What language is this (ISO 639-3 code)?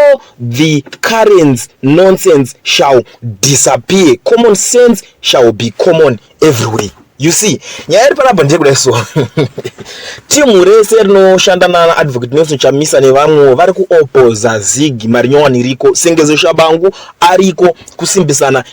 sna